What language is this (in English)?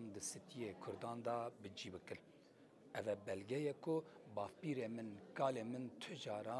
Kurdish